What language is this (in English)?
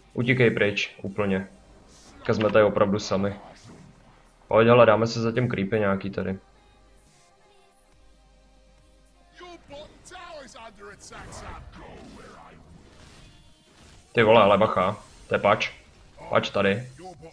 Czech